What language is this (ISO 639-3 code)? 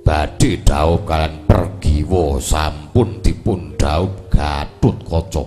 jav